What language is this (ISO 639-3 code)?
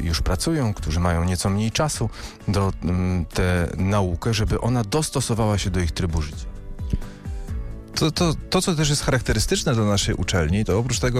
pol